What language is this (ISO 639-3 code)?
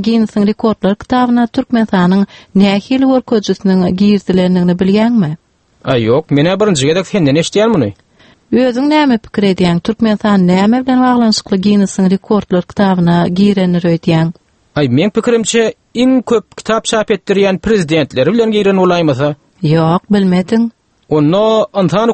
tuk